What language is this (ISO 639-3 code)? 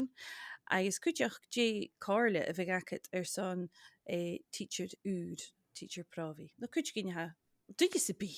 gla